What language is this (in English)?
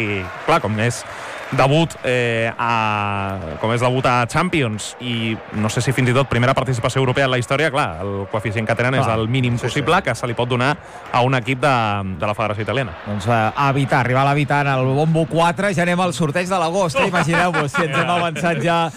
Catalan